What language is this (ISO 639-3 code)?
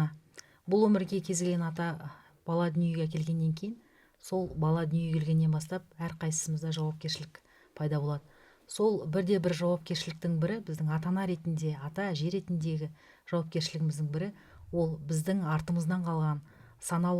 kaz